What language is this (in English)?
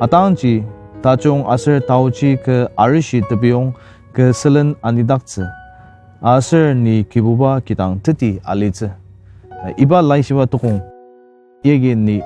Ao Naga